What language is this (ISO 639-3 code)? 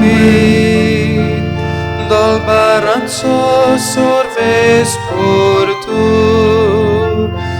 kok